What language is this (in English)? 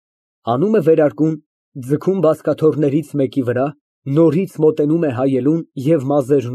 Armenian